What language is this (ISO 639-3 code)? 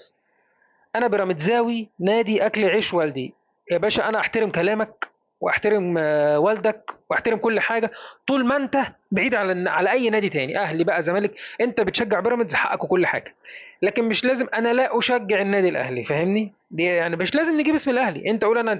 arz